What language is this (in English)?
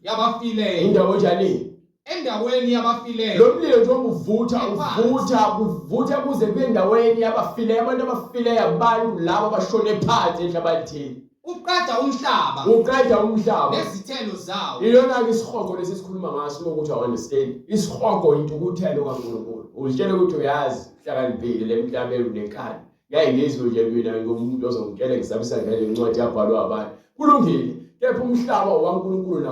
Zulu